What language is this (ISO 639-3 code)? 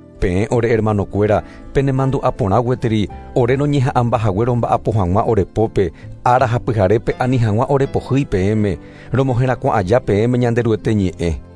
grn